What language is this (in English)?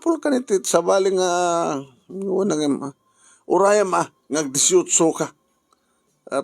Iloko